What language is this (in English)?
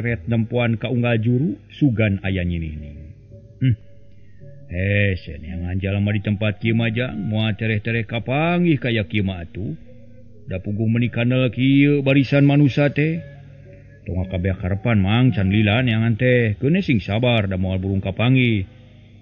Sundanese